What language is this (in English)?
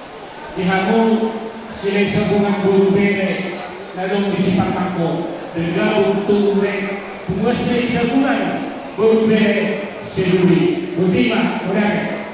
Batak Toba